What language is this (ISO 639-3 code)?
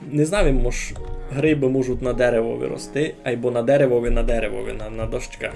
rue